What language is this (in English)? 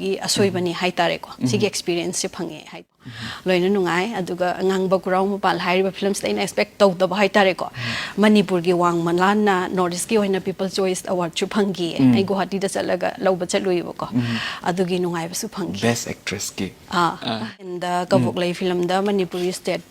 Manipuri